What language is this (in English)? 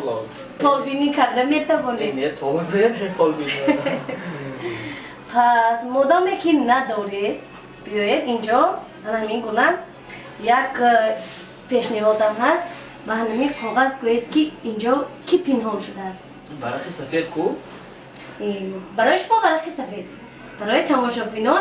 Tajik